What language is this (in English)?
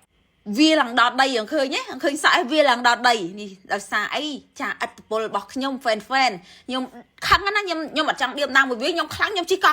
Khmer